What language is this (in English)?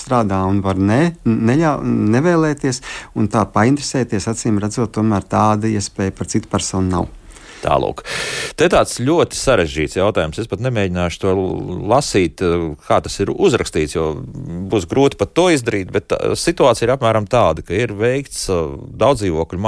Latvian